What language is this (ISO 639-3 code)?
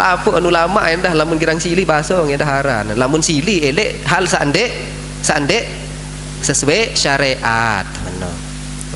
sas